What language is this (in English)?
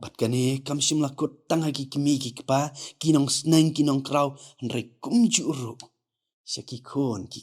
Khasi